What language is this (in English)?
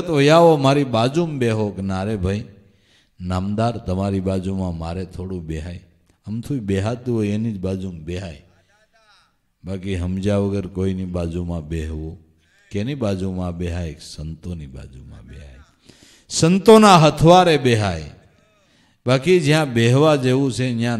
Gujarati